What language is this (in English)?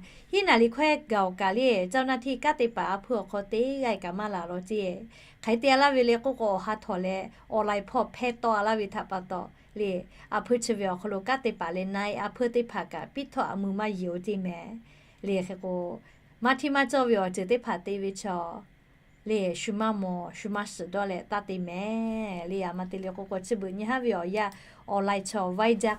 Lahu